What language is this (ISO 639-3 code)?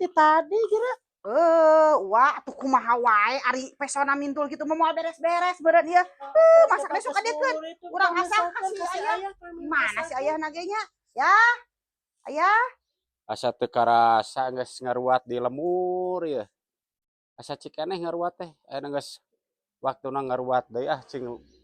sun